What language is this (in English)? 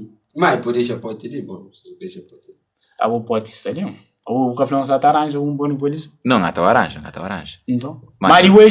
Kabuverdianu